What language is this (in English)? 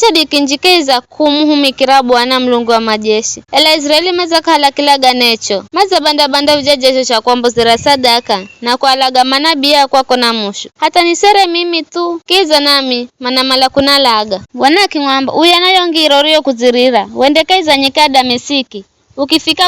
Giryama